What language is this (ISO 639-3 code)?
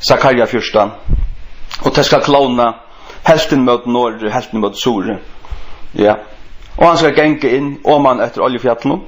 fao